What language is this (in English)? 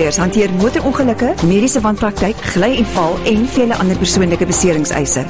Afrikaans